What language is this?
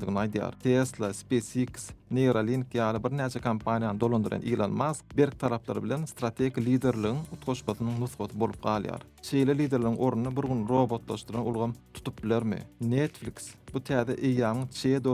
Turkmen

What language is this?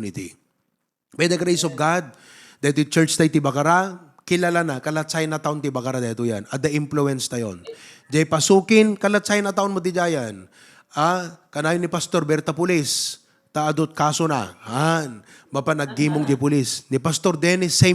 Iloko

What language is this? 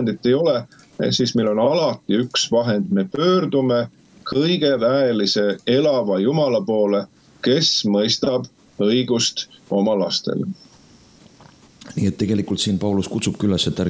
Estonian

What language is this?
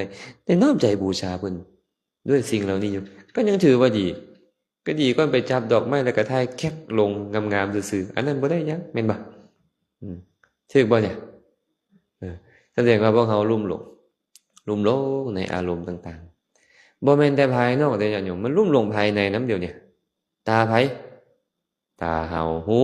Lao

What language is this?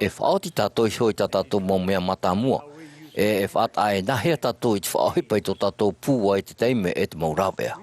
Tahitian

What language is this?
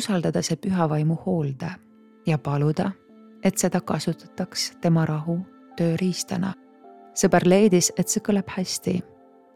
Estonian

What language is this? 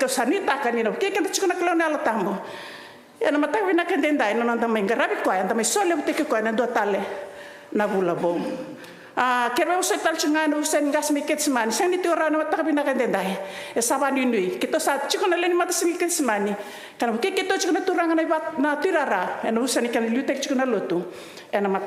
Fijian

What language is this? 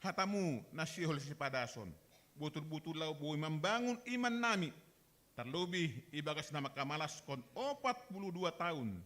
Batak Simalungun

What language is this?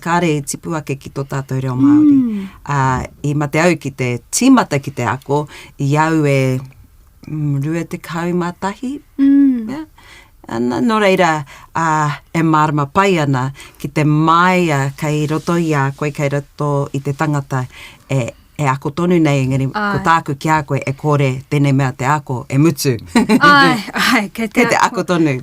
Māori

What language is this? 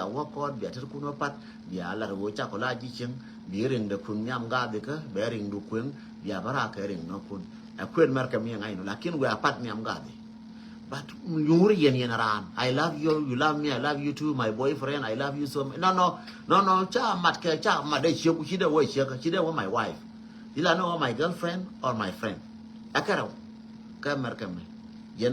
Nuer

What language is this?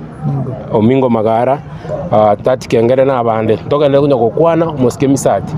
Gusii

